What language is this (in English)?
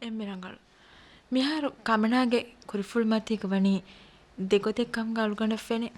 Divehi